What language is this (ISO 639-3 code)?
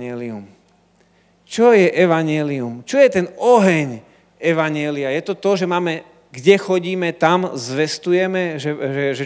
slk